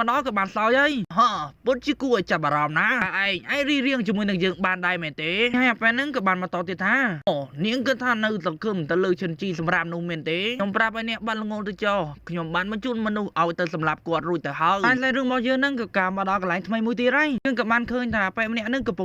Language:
Khmer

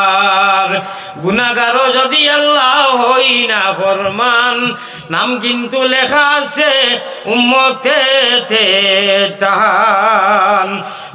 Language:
Sylheti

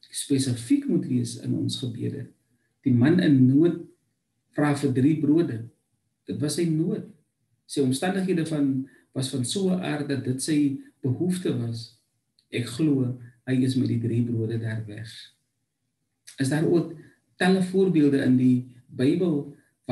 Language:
Afrikaans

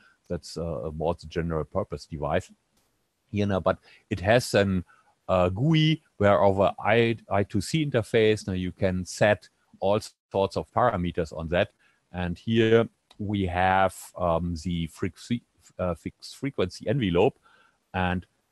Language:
English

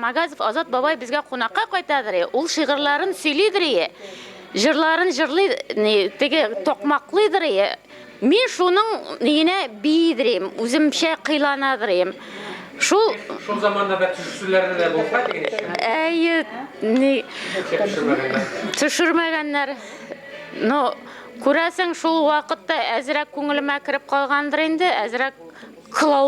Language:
Bashkir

